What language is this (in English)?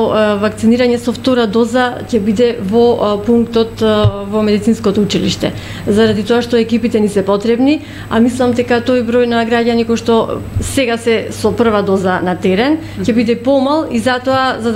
Macedonian